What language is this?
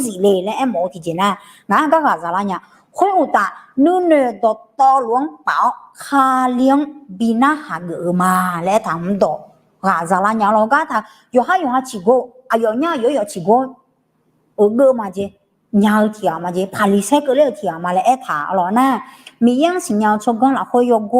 Akha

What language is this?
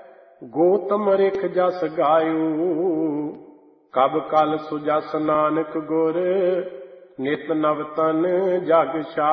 Punjabi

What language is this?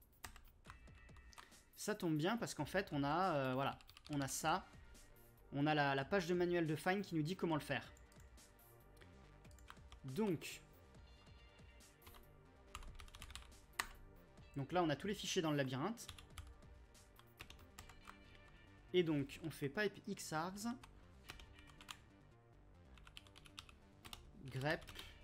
French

